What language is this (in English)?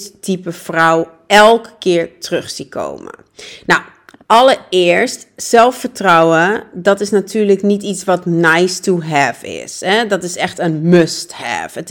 Dutch